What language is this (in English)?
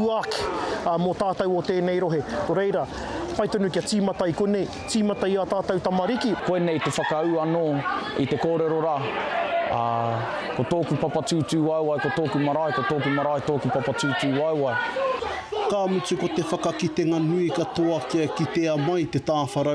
Māori